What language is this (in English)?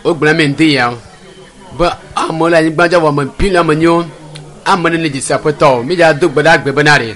Ewe